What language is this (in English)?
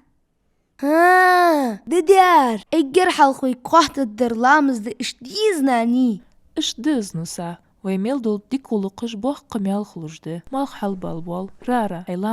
Ingush